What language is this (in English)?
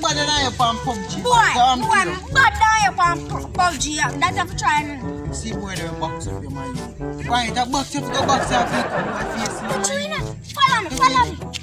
Jamaican Creole English